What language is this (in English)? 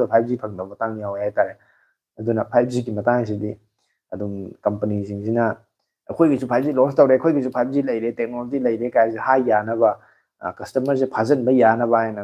Manipuri